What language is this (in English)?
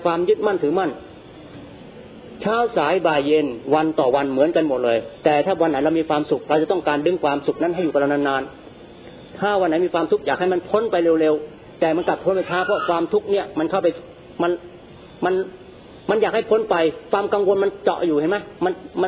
Thai